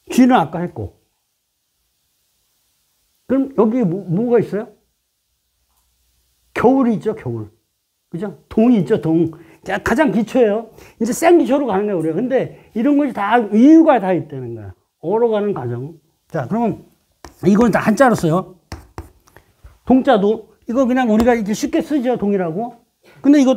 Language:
Korean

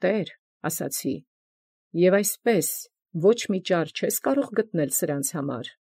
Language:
Armenian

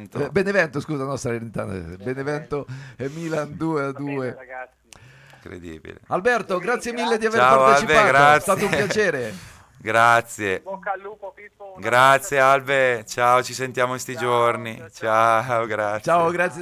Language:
Italian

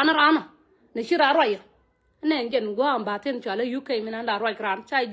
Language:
Nuer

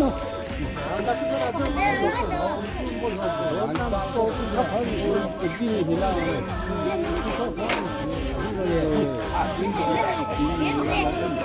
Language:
Chokri Naga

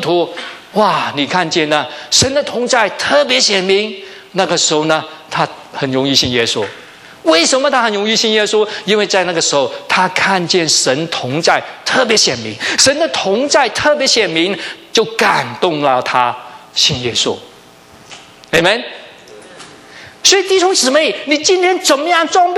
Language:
Chinese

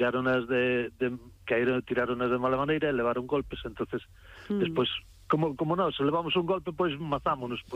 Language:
Galician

